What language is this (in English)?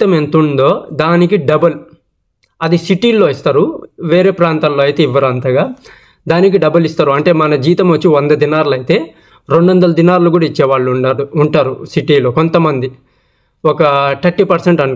Telugu